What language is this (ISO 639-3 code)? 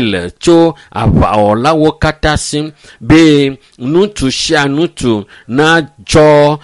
ewe